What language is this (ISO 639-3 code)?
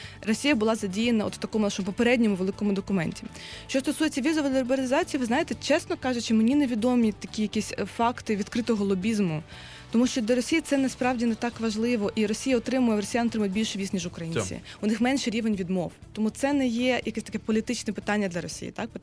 ukr